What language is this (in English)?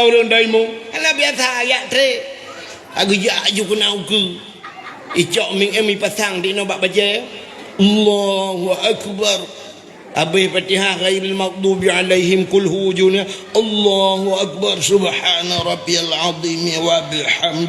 Achinese